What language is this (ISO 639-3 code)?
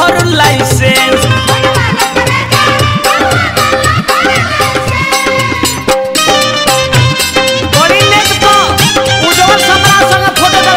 bho